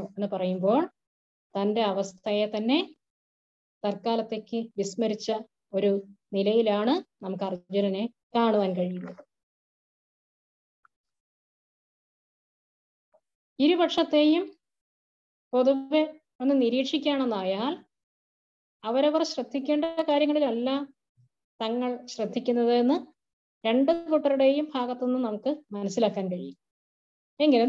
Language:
Malayalam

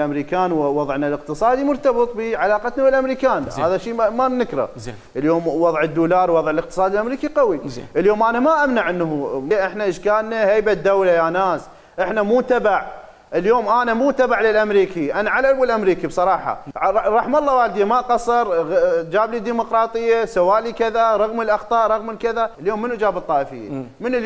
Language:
Mesopotamian Arabic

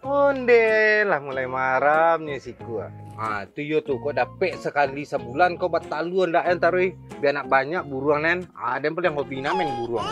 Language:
Minangkabau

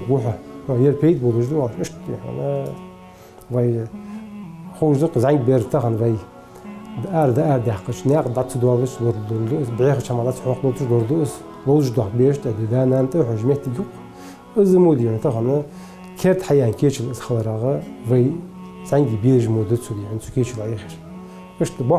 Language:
Ingush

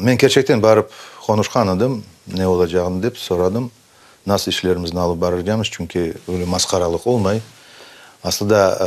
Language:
Crimean Tatar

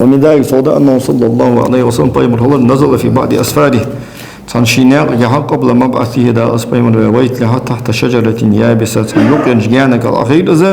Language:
Ingush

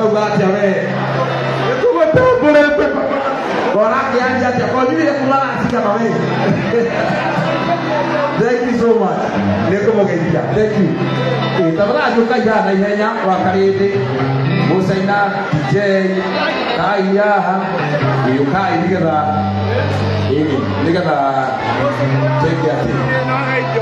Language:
Kikuyu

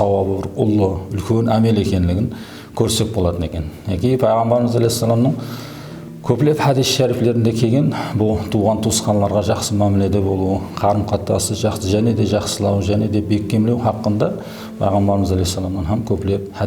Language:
Kara-Kalpak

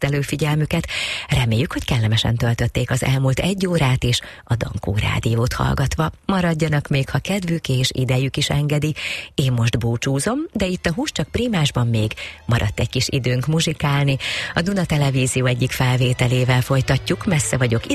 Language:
Hungarian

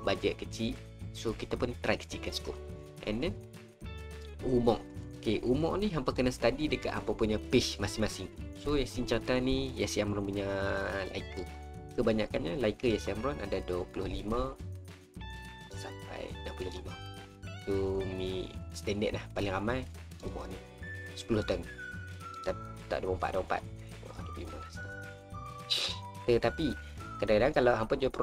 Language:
Malay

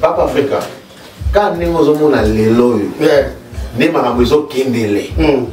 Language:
Lingala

